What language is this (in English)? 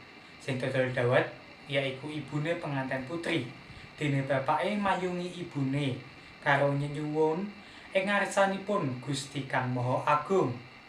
Javanese